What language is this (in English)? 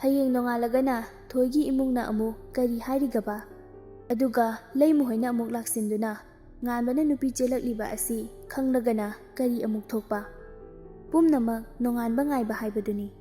Manipuri